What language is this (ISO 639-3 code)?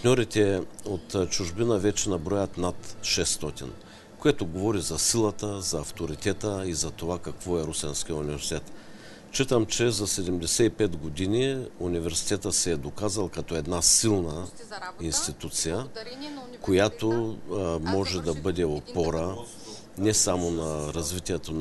bul